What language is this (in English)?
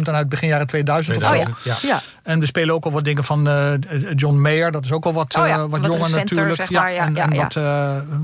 Dutch